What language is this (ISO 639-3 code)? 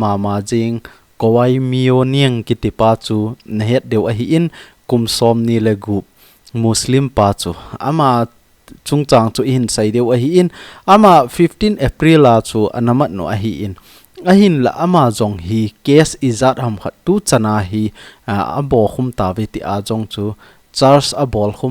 tcz